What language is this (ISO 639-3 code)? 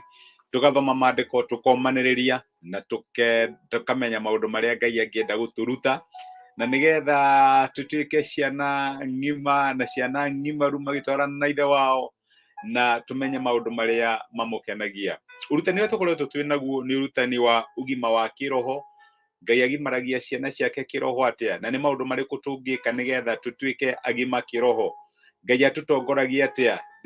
kik